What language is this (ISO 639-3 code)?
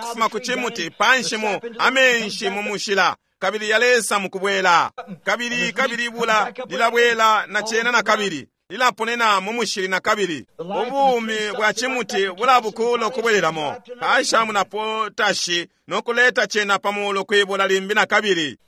bem